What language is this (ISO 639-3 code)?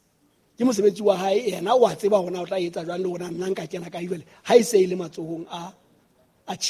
sot